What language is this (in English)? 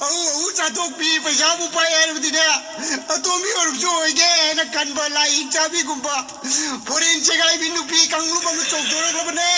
Manipuri